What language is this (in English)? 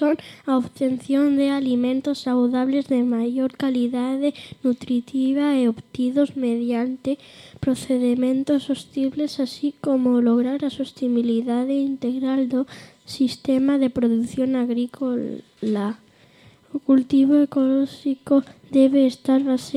Galician